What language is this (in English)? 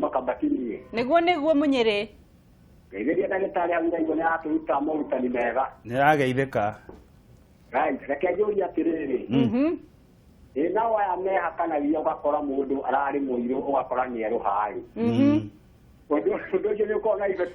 Kikuyu